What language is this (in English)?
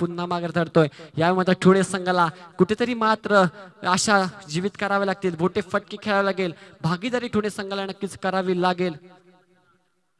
Marathi